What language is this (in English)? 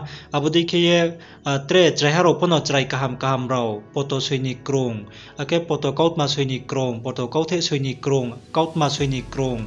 Riang (India)